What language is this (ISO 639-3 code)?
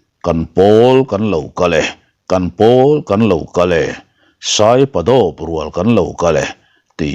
lus